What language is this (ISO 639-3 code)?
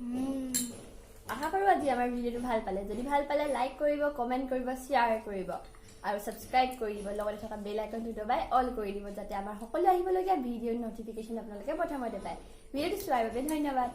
asm